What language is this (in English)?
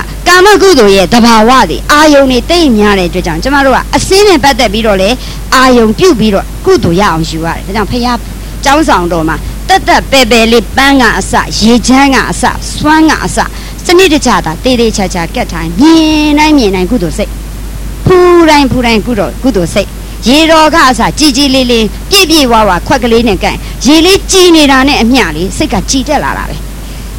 Burmese